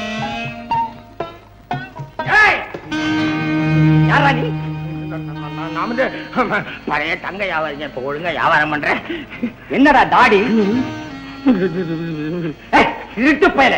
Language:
Tamil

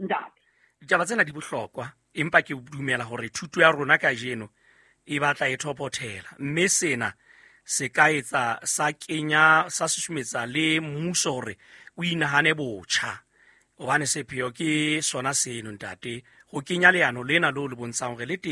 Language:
Southern Sotho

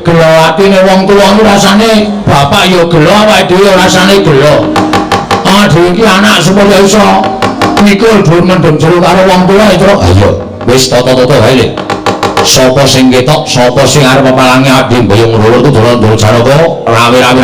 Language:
Javanese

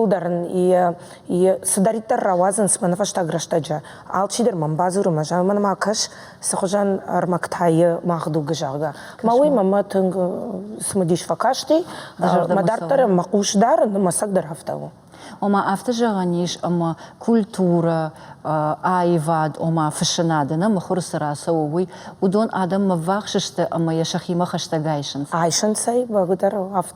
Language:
Ossetic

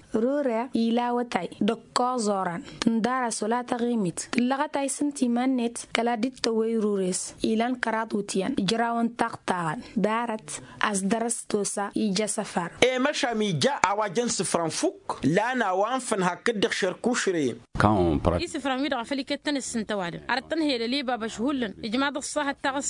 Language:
Tamasheq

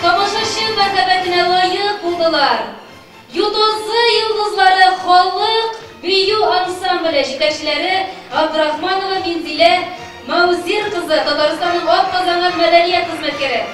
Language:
Tatar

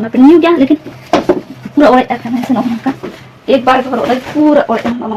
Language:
Santali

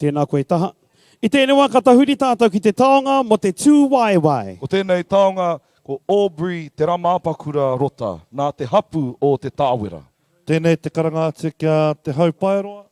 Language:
Māori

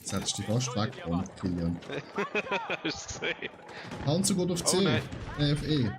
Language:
Swiss German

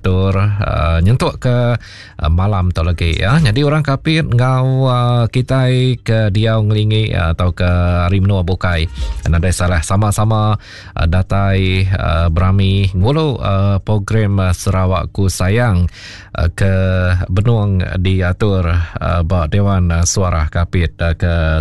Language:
Iban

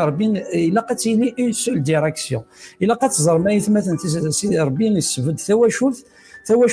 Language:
Kabyle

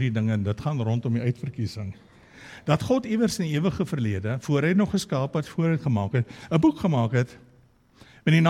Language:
Afrikaans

